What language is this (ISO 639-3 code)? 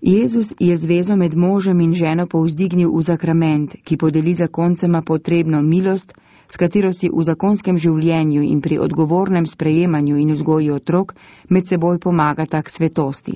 slv